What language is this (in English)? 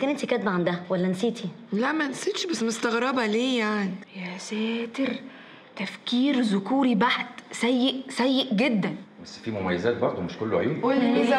Egyptian Arabic